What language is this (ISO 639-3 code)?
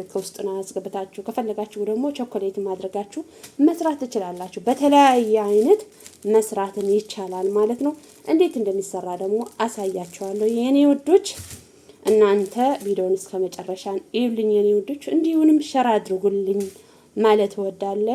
amh